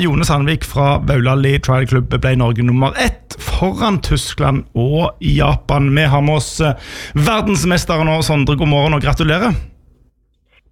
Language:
Norwegian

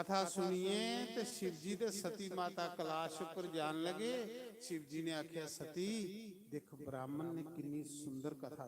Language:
Dogri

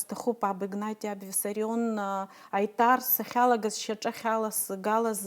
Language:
Abkhazian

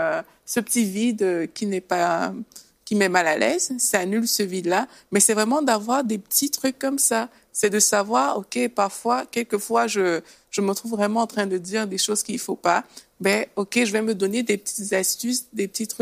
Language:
French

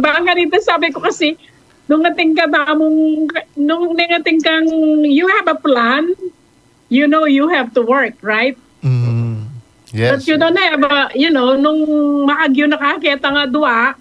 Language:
Pampanga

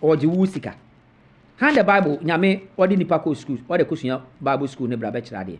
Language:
Akan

